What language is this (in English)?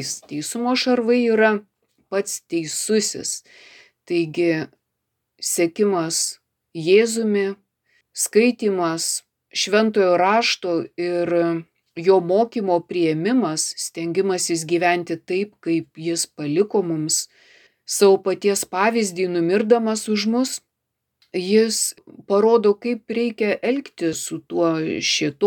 Lithuanian